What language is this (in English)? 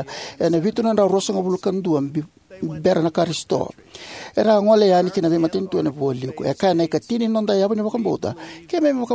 Fijian